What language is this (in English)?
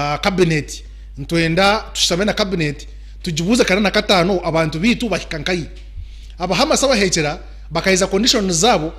Nyankole